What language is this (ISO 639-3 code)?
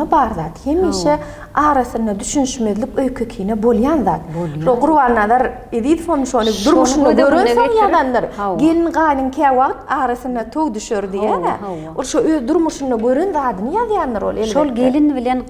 tuk